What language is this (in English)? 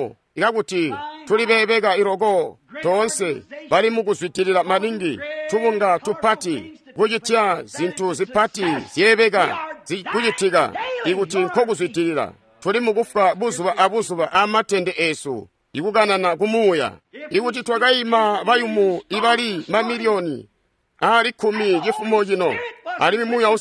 Tonga (Zambia)